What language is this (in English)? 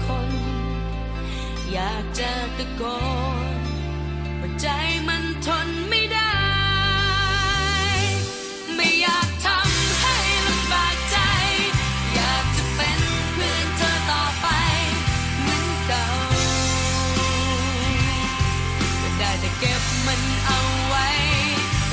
Thai